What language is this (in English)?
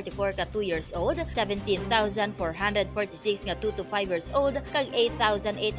Hiligaynon